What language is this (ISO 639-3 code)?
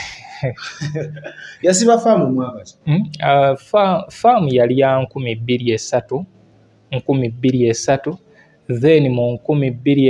lug